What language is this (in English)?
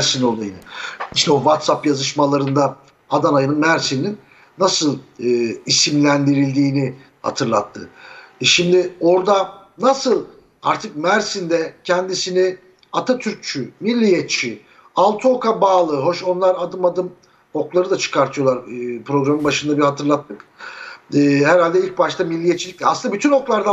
Turkish